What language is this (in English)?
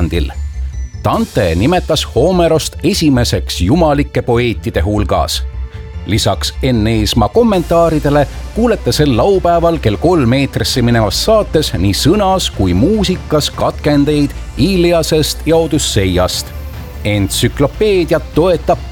Estonian